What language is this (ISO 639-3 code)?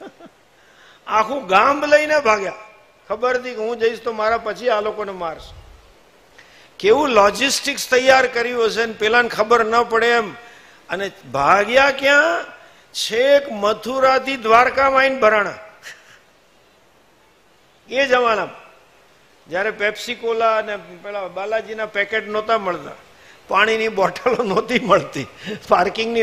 guj